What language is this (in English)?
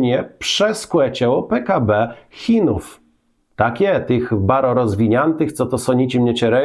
Kashubian